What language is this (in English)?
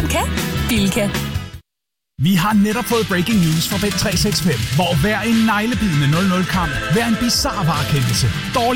Danish